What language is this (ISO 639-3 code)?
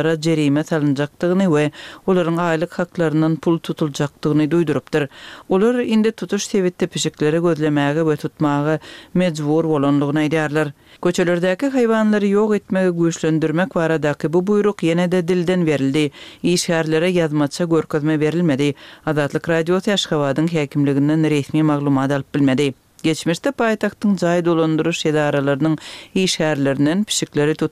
tuk